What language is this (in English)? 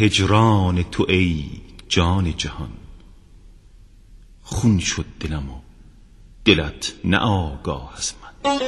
Persian